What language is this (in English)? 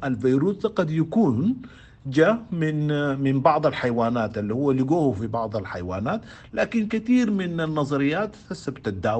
Sudanese Arabic